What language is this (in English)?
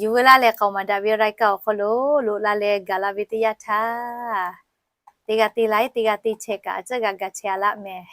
Lahu